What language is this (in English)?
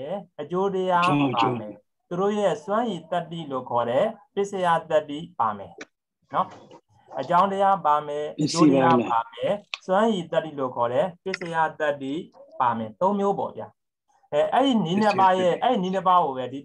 Burmese